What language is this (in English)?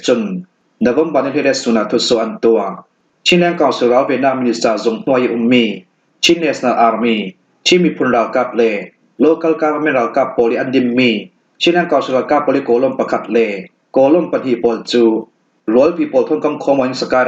Falam Chin